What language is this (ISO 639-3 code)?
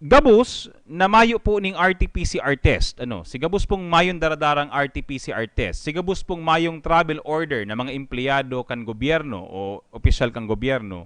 bik